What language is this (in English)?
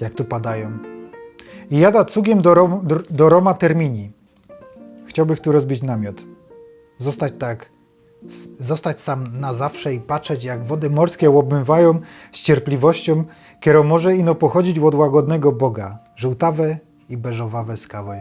Silesian